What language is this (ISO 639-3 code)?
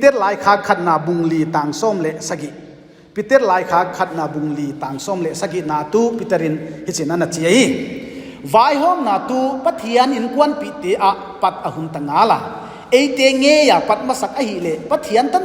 pck